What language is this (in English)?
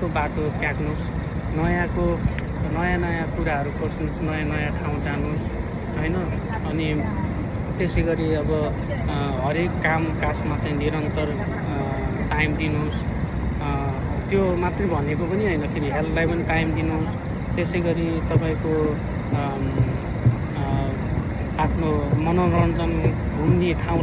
Nepali